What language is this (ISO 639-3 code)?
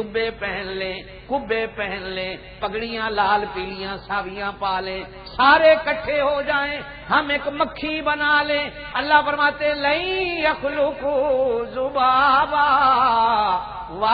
urd